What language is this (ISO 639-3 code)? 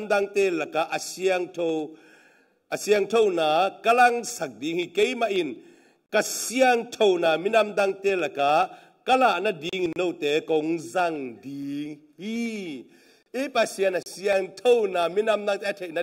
ctd